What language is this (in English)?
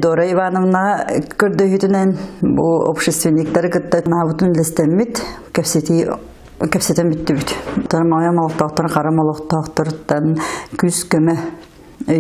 Yakut